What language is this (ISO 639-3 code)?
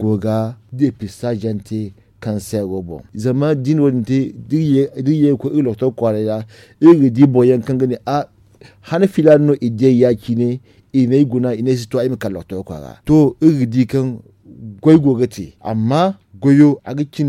dje